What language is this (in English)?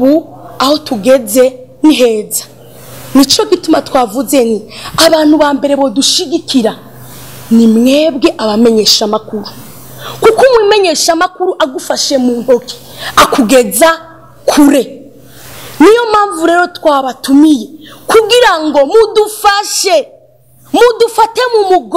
Rundi